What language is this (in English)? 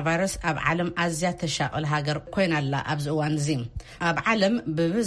Tigrinya